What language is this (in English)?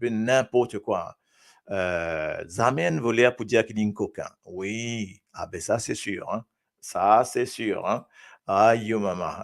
Morisyen